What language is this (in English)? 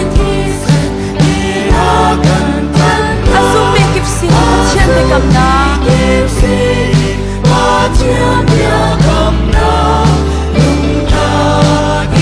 Hakha Chin